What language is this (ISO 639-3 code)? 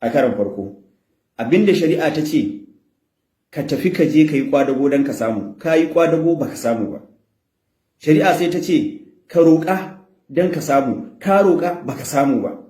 hau